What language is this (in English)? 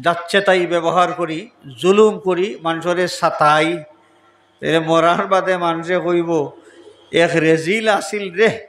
Sylheti